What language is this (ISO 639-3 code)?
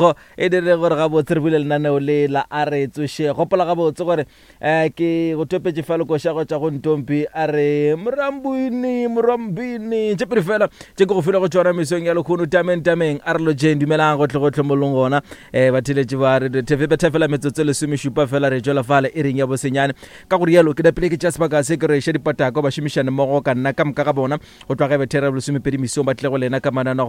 nso